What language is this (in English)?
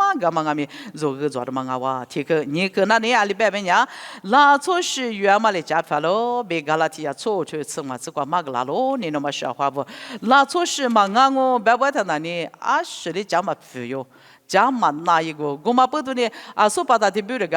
Lisu